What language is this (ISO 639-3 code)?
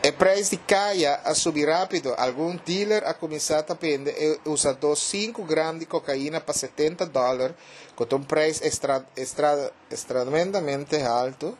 pap